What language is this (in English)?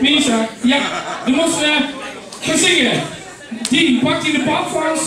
Limburgish